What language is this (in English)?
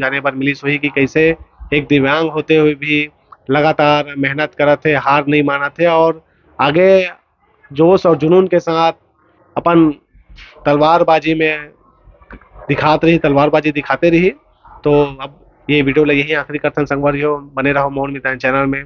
Chhattisgarhi